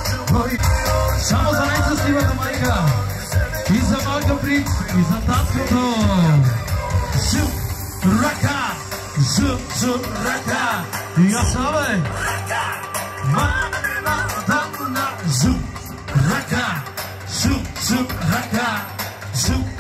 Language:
Bulgarian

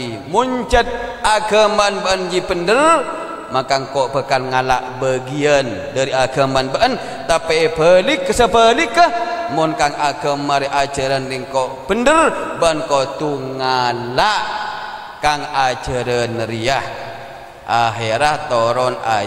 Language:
Madurese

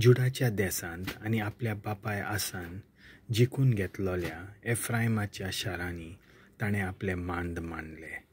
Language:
Konkani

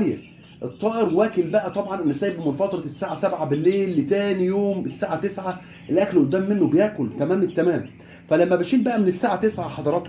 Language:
Egyptian Arabic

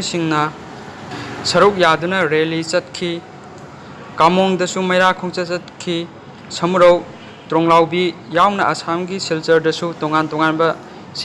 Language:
Manipuri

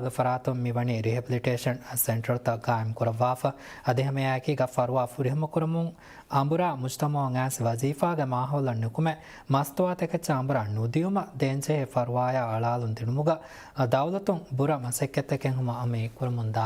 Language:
Divehi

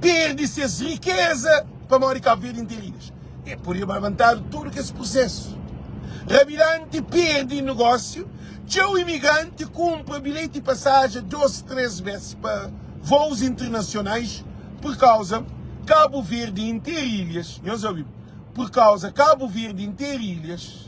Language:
Kabuverdianu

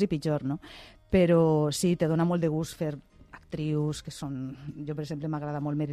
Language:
Catalan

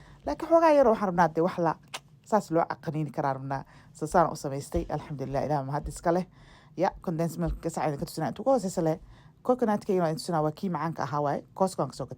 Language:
Somali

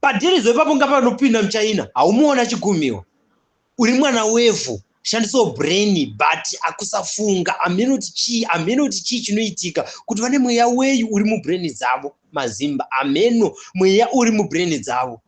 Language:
Shona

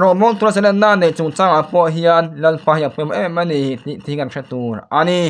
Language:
Mizo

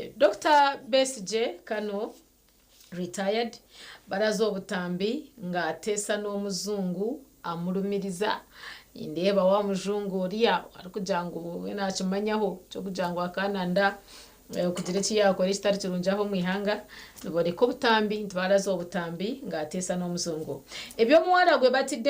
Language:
Nyankole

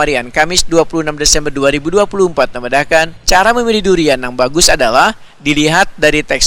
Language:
Banjar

